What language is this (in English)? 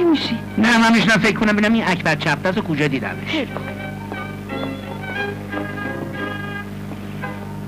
Persian